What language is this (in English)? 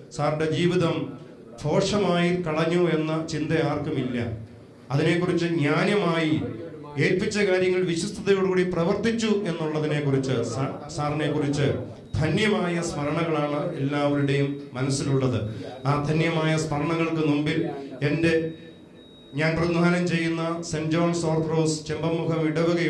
Malayalam